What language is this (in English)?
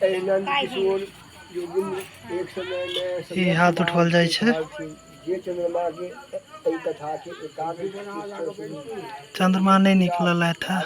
Maithili